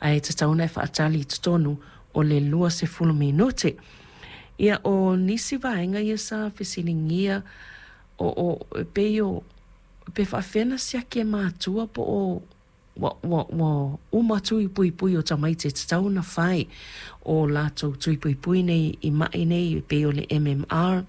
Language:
Samoan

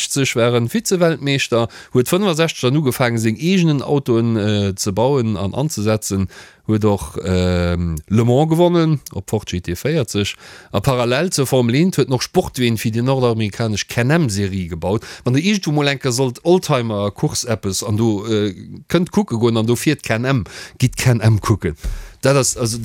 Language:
Luxembourgish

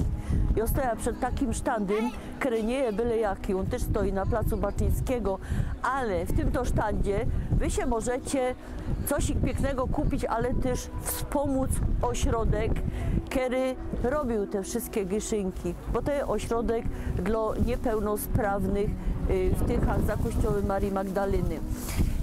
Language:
Silesian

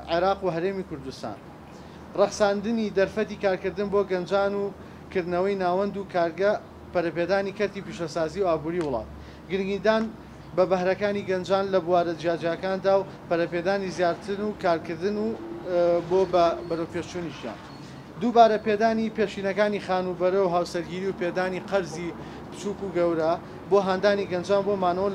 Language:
Central Kurdish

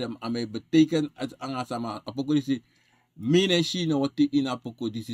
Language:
Sranan Tongo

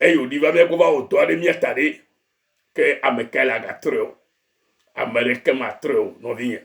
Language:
Ewe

